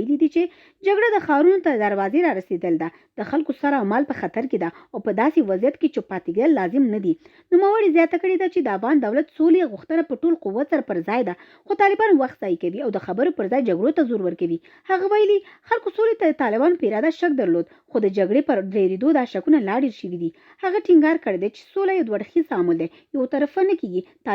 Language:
Pashto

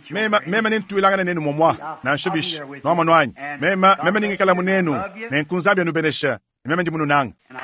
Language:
Luba-Lulua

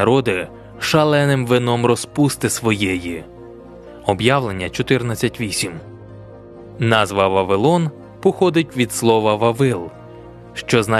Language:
Ukrainian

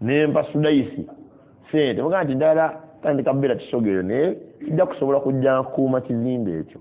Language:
Ganda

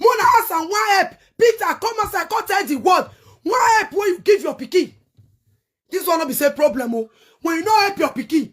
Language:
Nigerian Pidgin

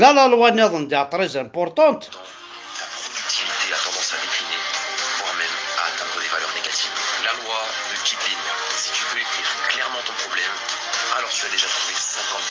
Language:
Kabyle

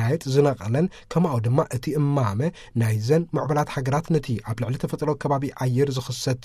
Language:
Tigrinya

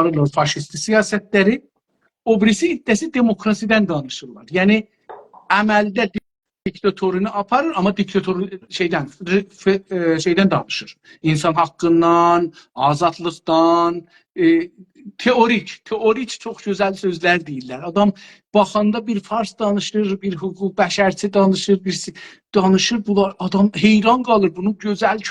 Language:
South Azerbaijani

